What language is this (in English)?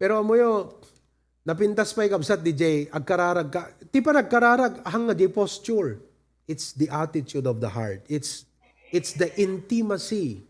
Iloko